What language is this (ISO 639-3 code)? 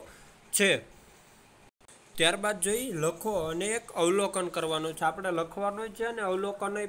guj